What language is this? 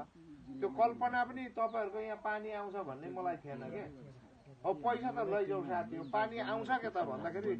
Nepali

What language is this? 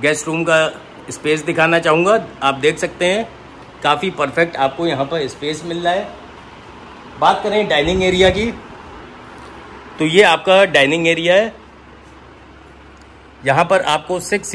Hindi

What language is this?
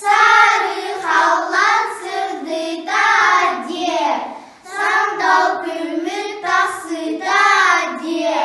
Yakut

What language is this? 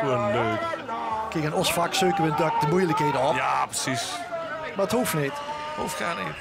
Limburgish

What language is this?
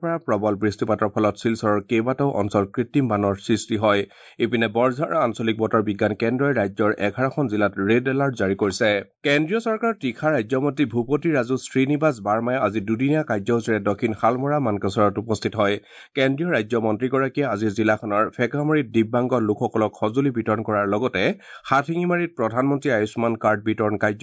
Assamese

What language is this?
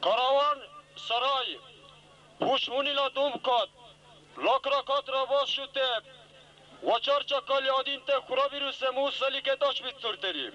Dargwa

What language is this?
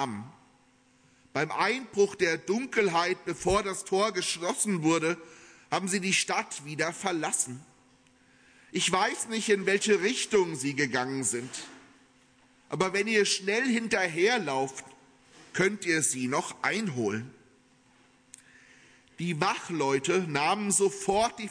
German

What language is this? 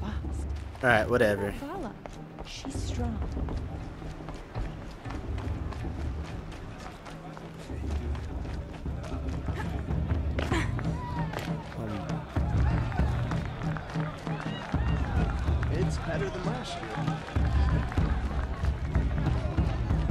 English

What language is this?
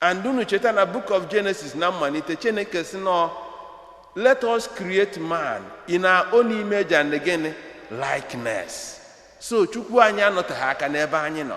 Igbo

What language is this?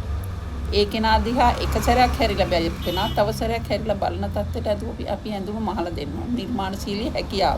Sinhala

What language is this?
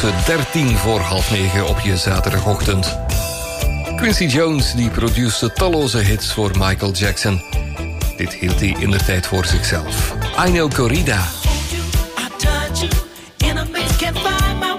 Dutch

